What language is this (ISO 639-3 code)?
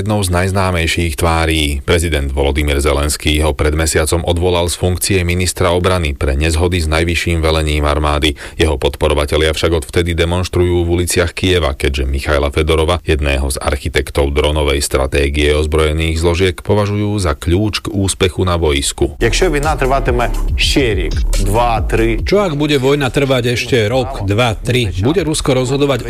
slk